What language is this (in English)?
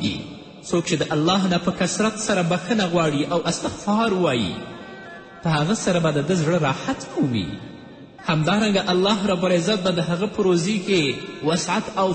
Pashto